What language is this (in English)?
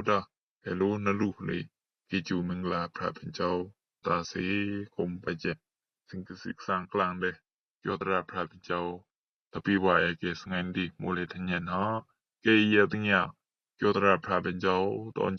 Rumai Palaung